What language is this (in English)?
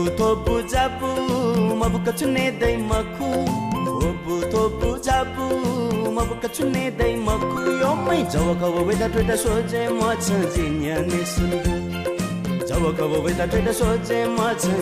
Newari